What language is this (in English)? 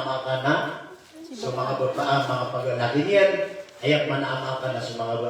Maranao